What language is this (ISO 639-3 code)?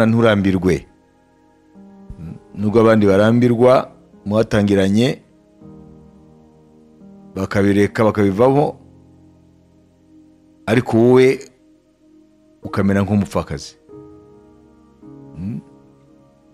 kin